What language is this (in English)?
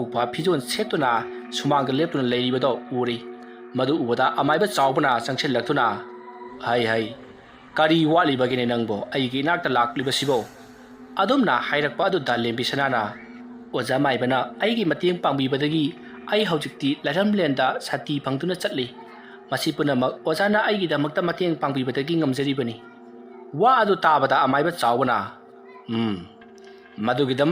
Manipuri